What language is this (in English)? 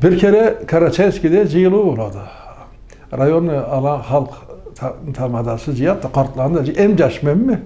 Karachay-Balkar